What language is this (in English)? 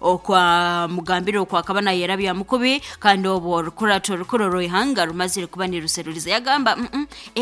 Nyoro